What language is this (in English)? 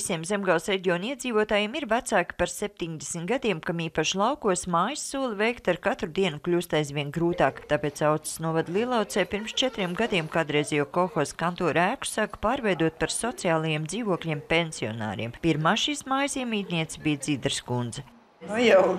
Latvian